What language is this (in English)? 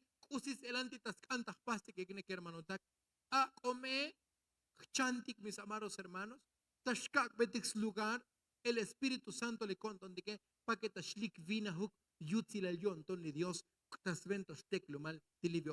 Tzotzil